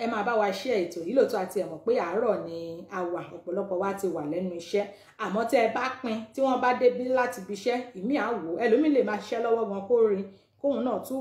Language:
Yoruba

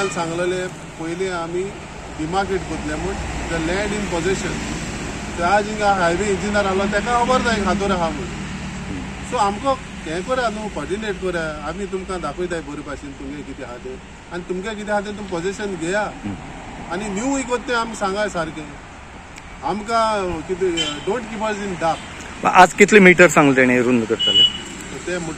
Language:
Konkani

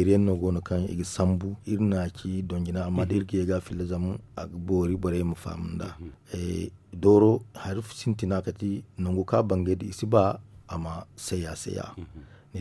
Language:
Zarma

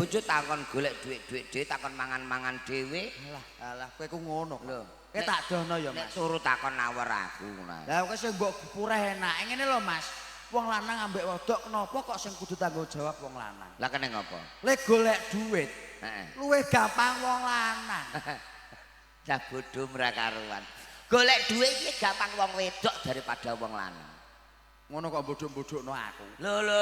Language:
Javanese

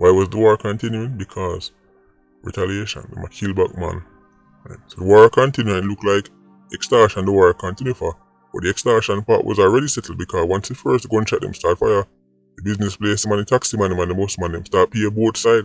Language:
Jamaican Creole English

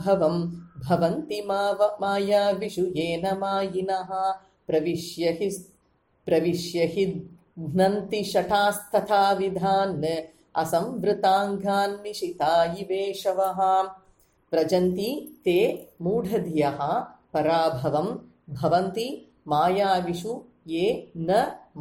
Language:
Sanskrit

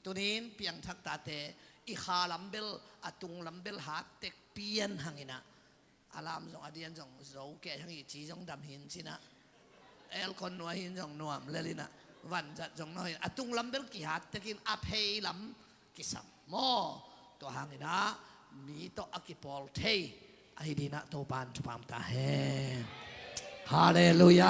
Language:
Tedim Chin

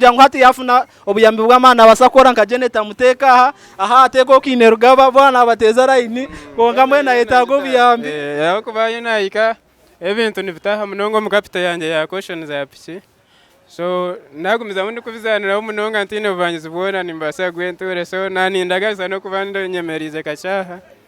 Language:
Nyankole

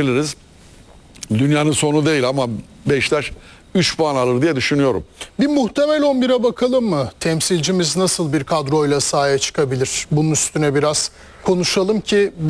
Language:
Turkish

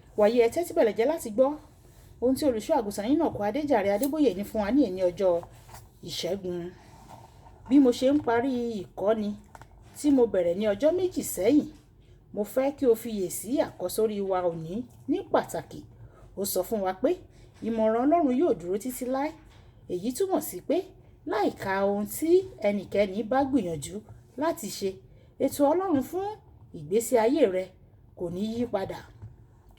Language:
Yoruba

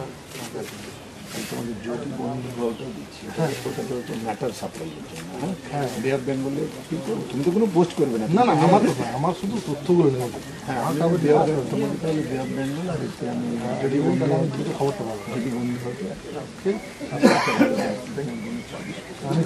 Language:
Bangla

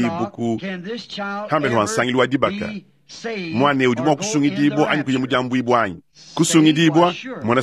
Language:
Luba-Lulua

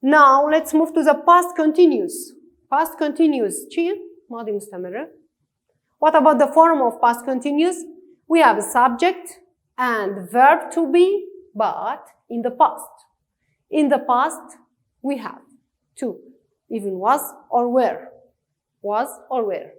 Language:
Kurdish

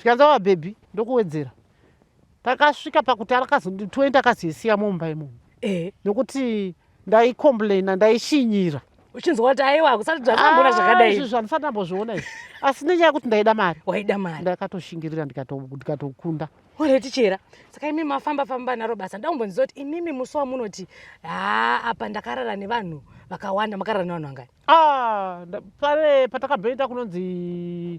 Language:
Shona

